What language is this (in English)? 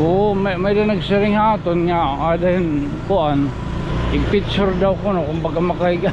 Waray